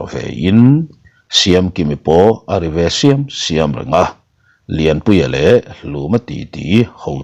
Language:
Mizo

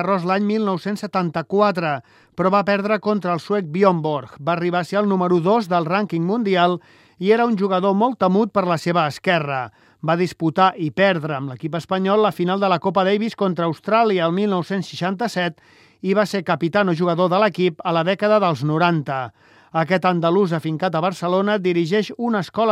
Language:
Catalan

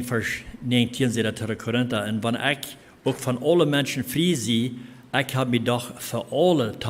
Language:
Plautdietsch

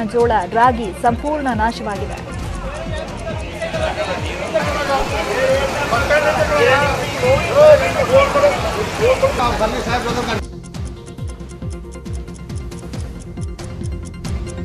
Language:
Kannada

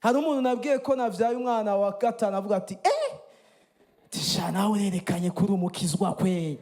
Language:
Rundi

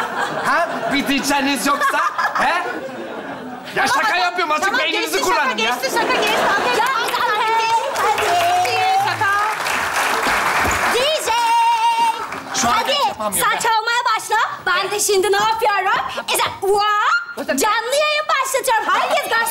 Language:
Turkish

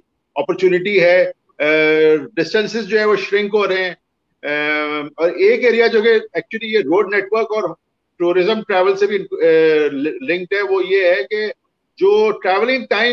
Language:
Urdu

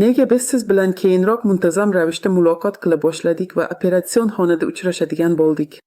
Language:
Uzbek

